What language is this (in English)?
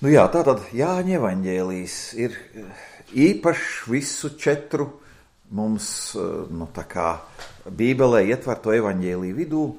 Latvian